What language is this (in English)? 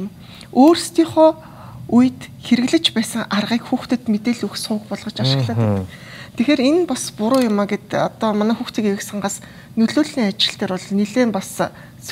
Mongolian